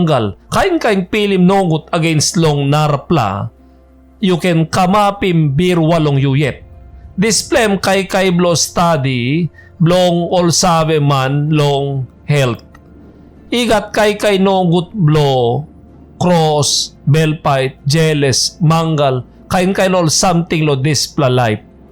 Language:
Tok Pisin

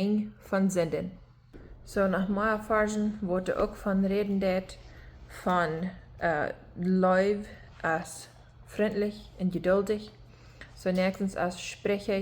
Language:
Plautdietsch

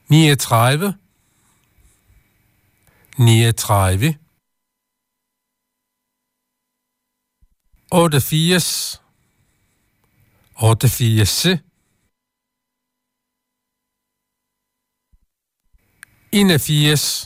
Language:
Danish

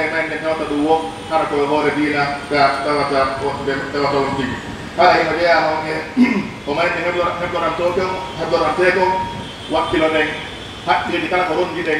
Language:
Pular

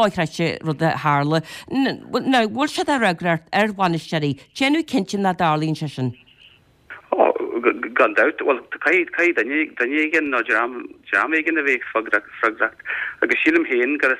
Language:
Irish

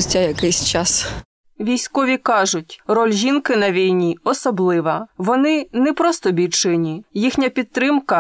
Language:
Ukrainian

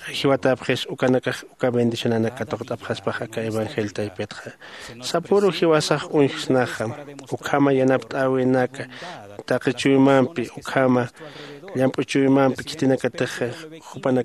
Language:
Aymara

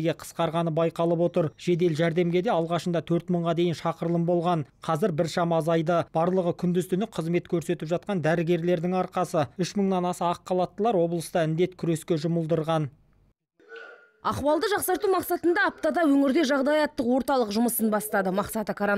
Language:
Kazakh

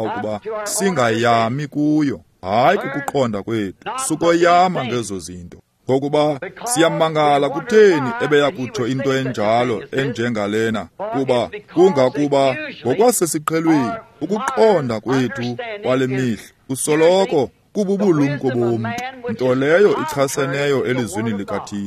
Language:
Xhosa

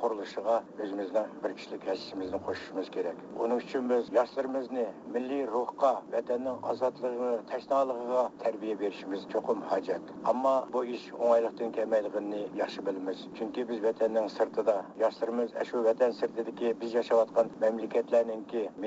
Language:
Uyghur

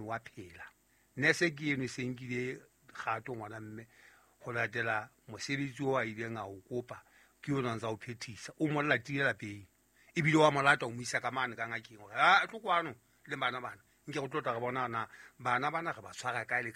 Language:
Southern Sotho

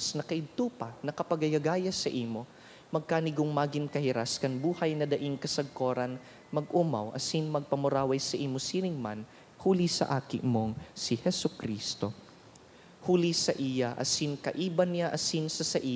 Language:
Bikol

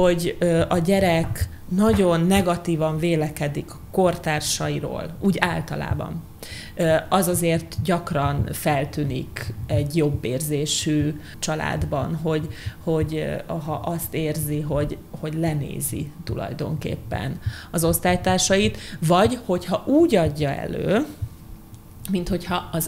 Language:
Hungarian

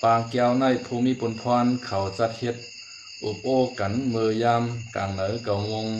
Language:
Shan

